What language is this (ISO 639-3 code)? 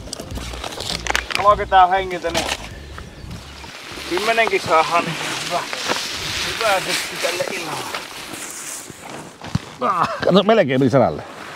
fin